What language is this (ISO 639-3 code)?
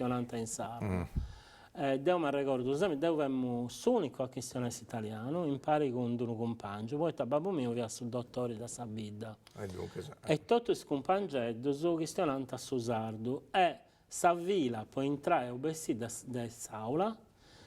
srd